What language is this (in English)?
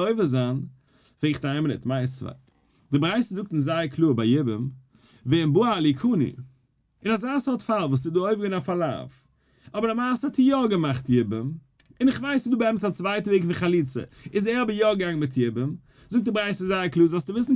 Yiddish